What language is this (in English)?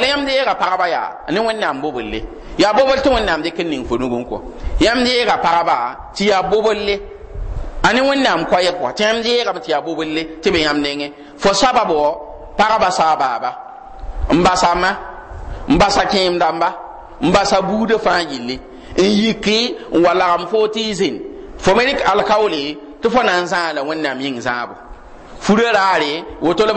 Mossi